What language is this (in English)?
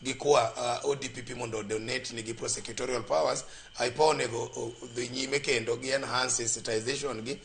Luo (Kenya and Tanzania)